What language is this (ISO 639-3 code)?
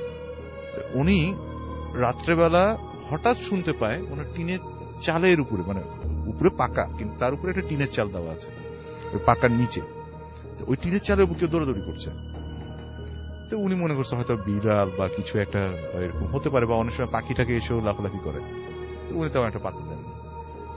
ben